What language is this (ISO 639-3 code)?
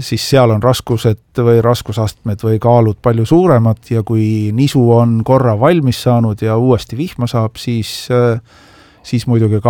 est